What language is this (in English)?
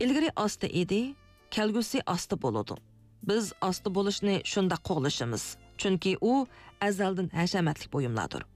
Uyghur